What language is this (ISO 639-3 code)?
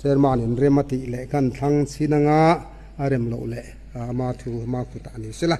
lus